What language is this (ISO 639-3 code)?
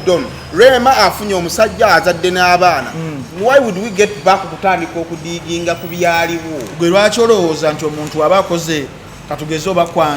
lug